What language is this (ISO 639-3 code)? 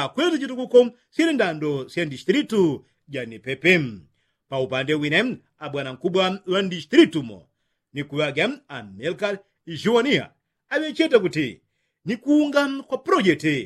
yao